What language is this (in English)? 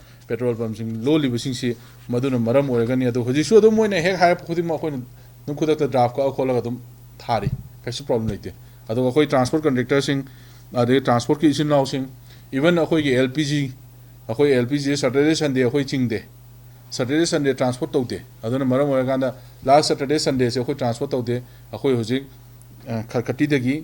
Manipuri